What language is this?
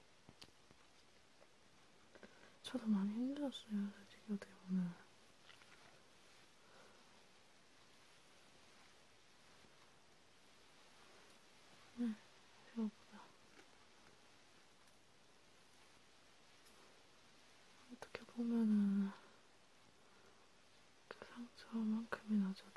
Korean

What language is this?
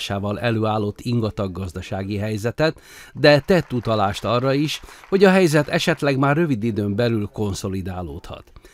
Hungarian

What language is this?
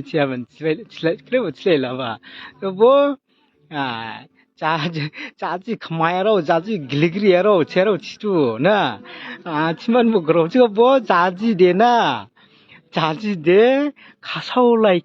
Dimasa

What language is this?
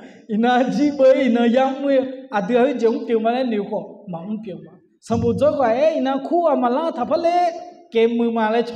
Akha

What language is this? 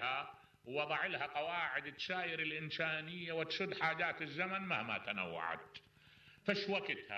Mesopotamian Arabic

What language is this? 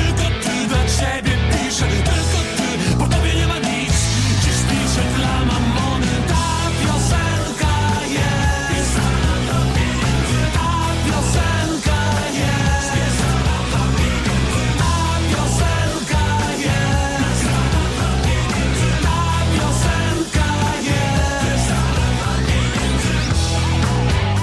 Polish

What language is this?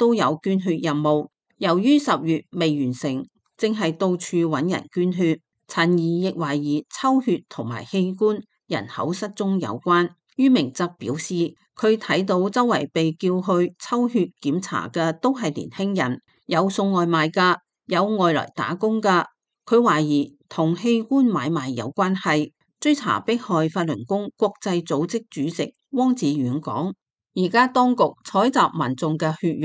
Cantonese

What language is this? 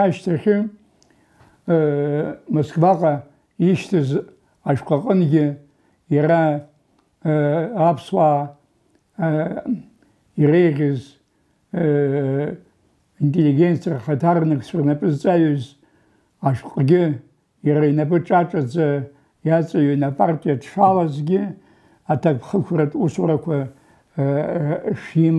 Abkhazian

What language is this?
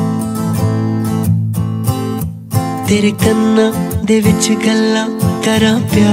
Punjabi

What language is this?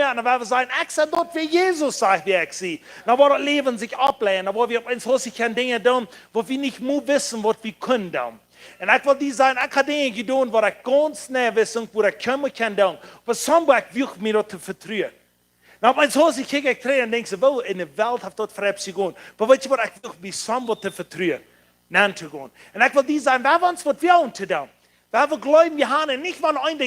Plautdietsch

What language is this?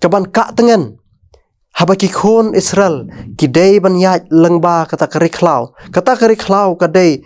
Khasi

